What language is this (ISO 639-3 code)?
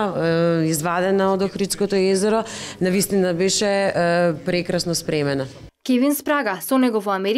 mkd